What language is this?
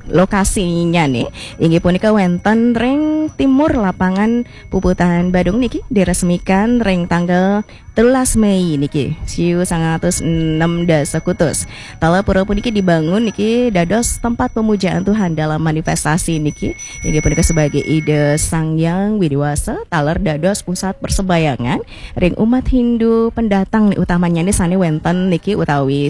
Balinese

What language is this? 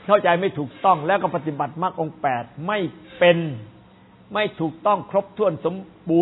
Thai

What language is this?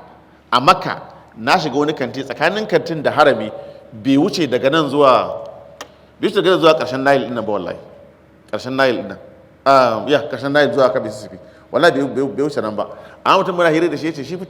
Hausa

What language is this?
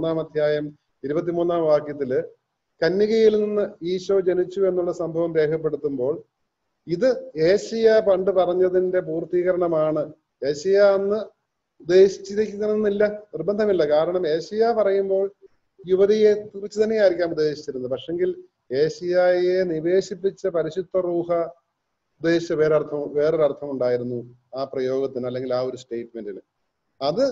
Malayalam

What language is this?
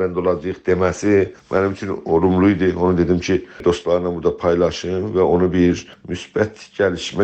South Azerbaijani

